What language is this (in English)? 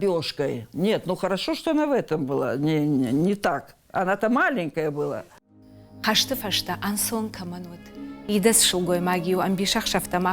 Ossetic